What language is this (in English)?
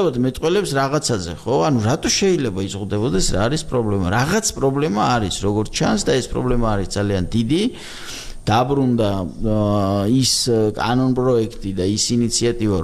Georgian